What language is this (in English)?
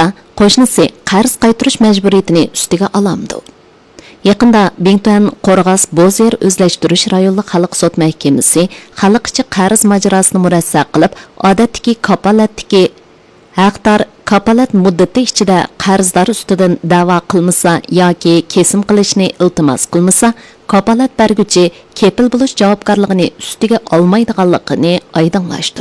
Uyghur